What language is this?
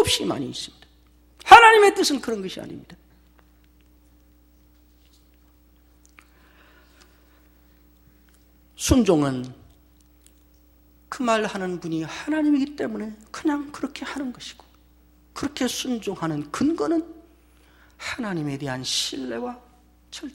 Korean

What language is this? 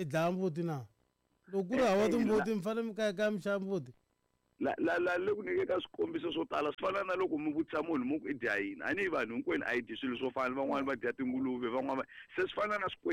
Tsonga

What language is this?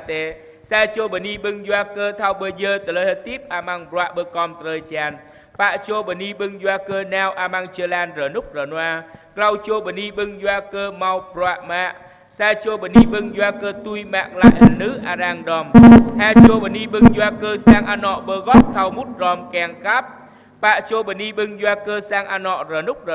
Jarai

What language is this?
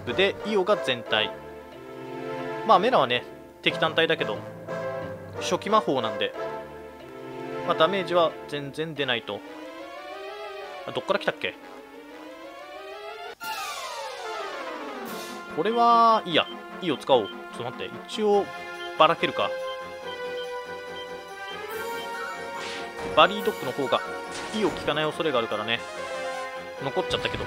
Japanese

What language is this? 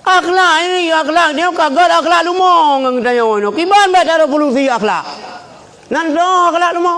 Achinese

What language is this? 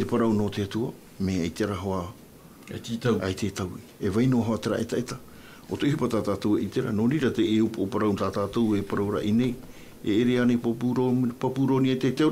Tahitian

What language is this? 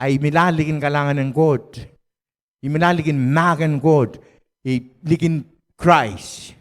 Pohnpeian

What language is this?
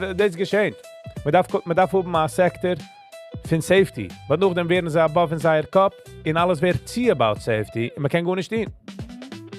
Yiddish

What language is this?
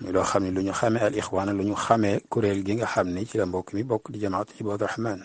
Wolof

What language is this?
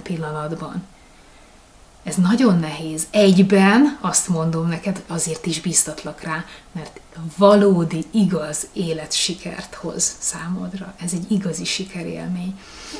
Hungarian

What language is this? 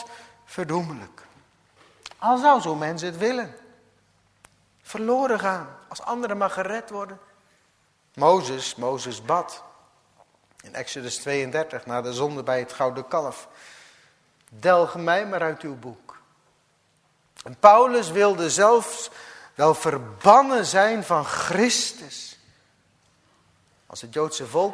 Dutch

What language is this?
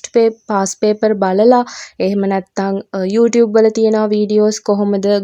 Sinhala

